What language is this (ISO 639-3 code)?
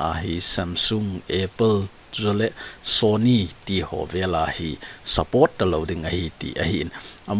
tcz